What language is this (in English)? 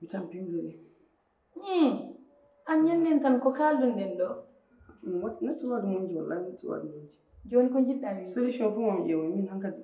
Fula